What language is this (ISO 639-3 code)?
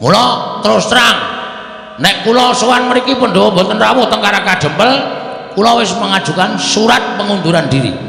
jav